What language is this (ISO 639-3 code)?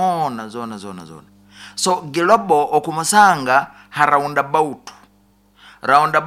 nyo